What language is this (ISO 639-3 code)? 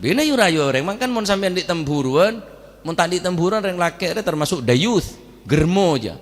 mad